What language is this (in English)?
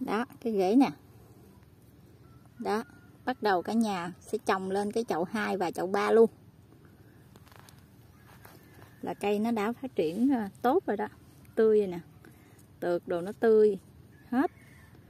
Vietnamese